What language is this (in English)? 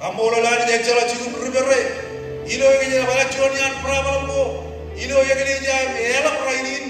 Marshallese